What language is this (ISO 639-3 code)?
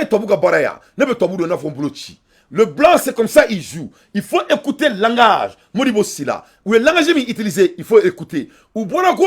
bam